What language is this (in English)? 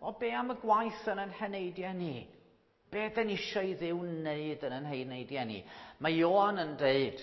Welsh